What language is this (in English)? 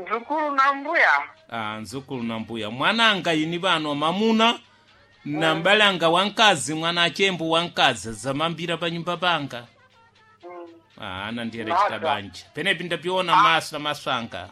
Sena